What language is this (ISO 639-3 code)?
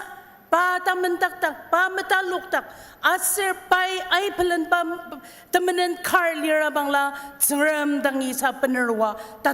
njo